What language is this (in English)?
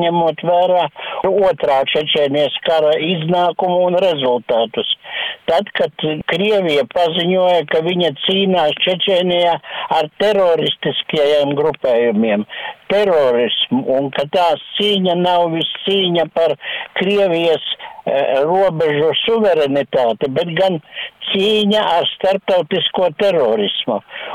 Latvian